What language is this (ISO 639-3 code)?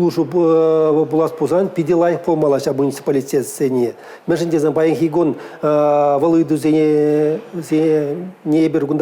chv